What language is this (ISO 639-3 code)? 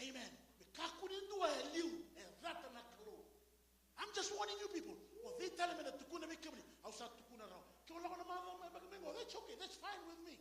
fij